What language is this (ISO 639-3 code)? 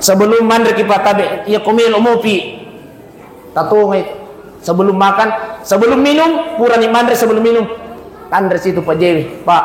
bug